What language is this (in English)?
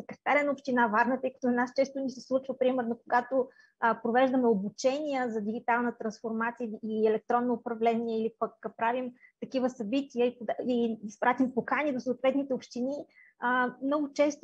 Bulgarian